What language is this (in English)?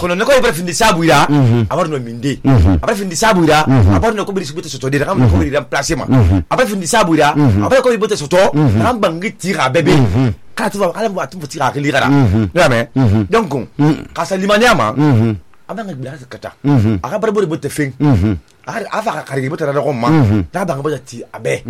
Susu